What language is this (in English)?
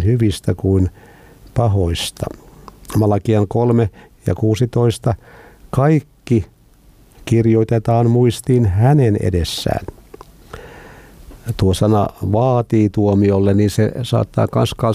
Finnish